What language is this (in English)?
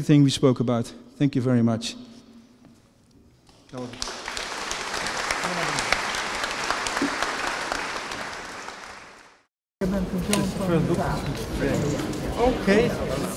Dutch